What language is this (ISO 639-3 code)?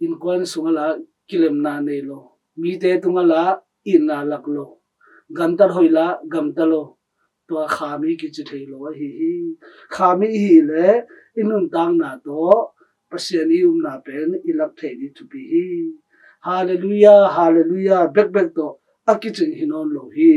ctd